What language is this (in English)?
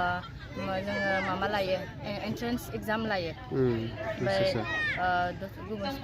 Bodo